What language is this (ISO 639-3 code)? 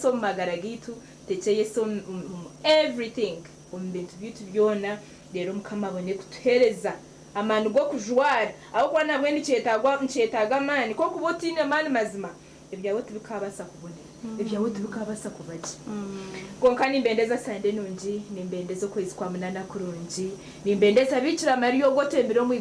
nyn